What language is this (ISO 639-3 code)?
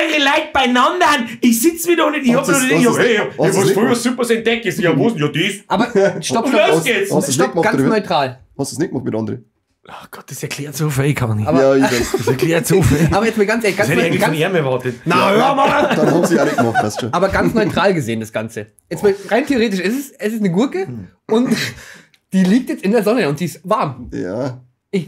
bar